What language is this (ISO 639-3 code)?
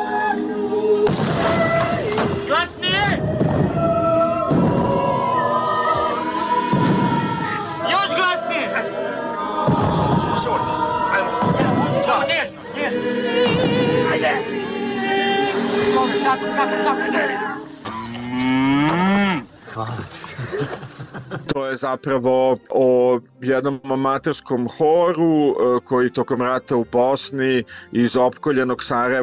bos